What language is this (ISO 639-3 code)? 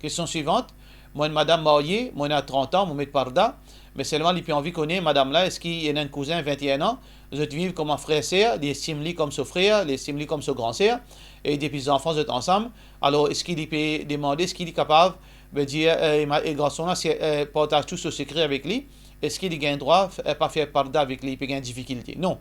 mfe